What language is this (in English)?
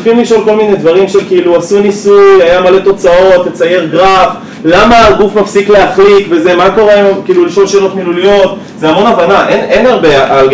Hebrew